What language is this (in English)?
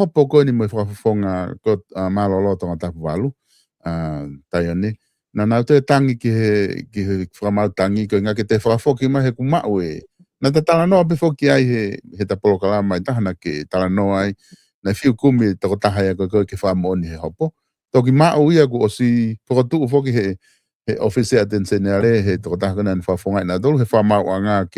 Tongan